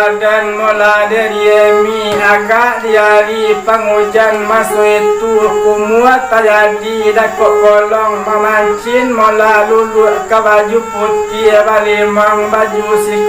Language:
Minangkabau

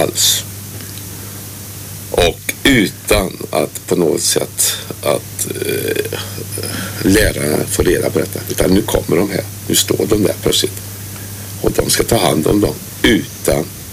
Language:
Swedish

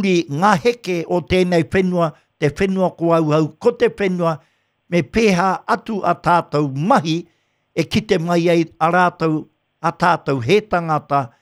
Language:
Māori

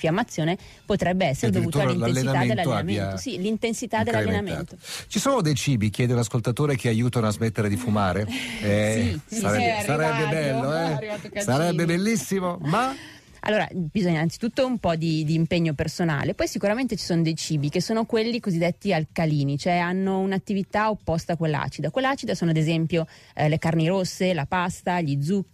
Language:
Italian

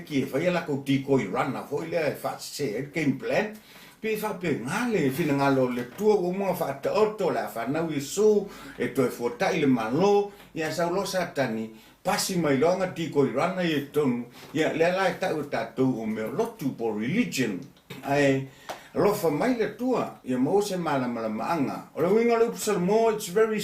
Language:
Samoan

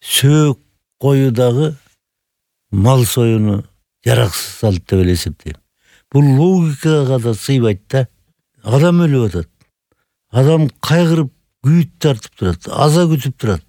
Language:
Kyrgyz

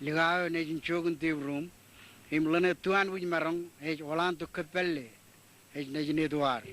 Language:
Marshallese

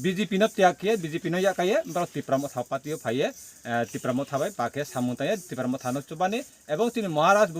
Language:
Kok Borok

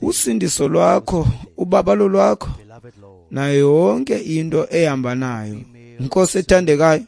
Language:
Xhosa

